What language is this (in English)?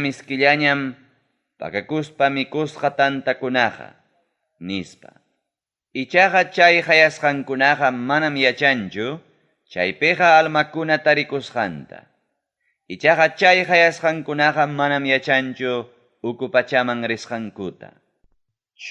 Ayacucho Quechua